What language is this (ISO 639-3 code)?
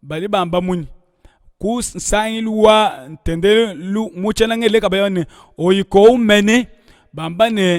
lua